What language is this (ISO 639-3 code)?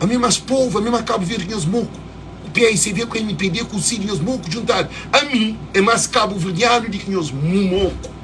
kea